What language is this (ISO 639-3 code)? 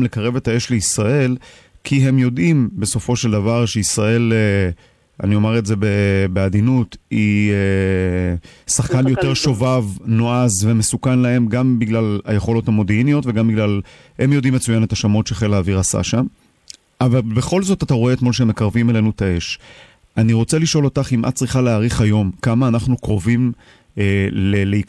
heb